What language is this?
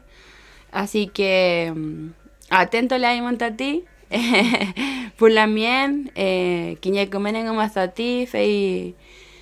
Mapuche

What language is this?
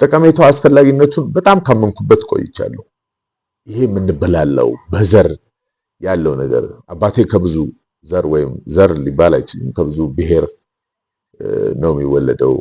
Amharic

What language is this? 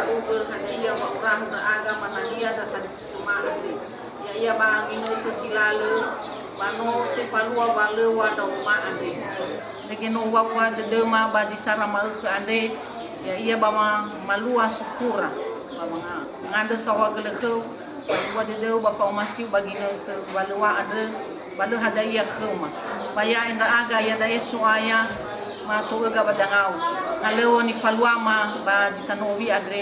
Nias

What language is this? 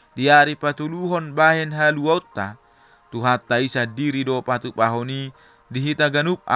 Batak Toba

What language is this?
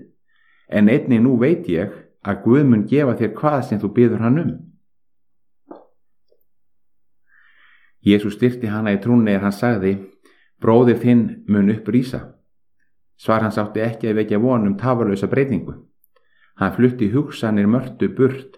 Icelandic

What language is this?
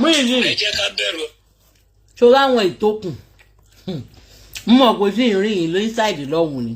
Yoruba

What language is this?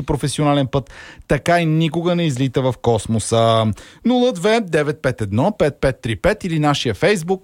Bulgarian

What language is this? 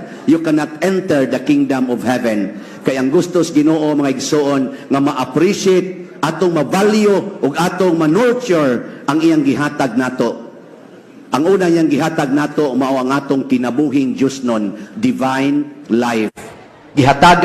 Cebuano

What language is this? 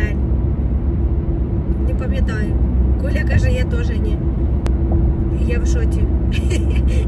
Ukrainian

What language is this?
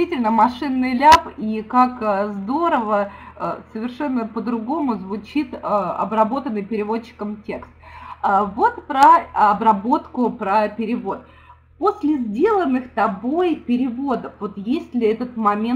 Russian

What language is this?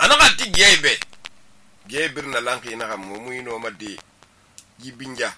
Susu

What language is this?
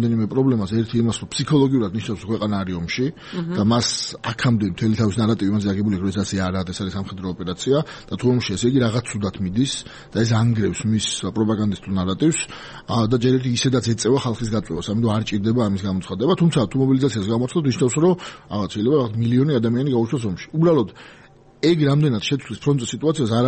Georgian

